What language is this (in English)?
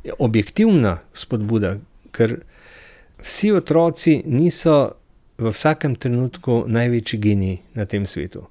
Slovenian